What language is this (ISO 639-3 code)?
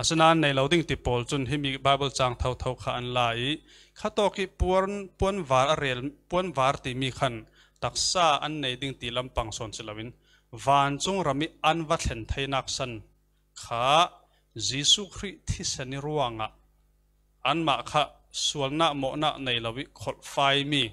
cfm